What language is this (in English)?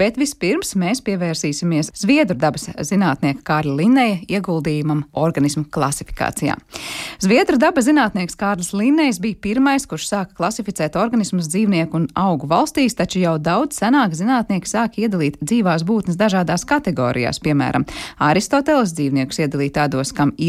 Latvian